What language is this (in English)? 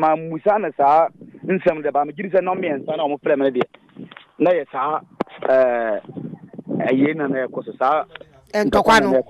Akan